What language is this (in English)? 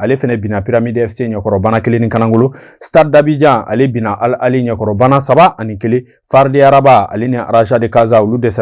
Bambara